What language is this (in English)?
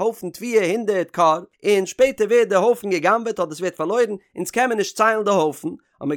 Yiddish